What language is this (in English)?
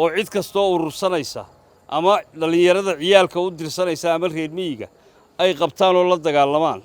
Somali